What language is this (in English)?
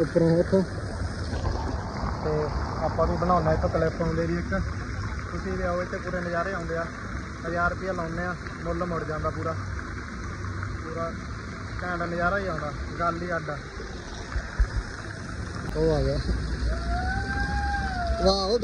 Punjabi